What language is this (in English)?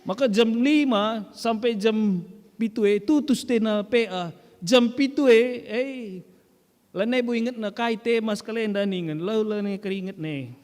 Batak Karo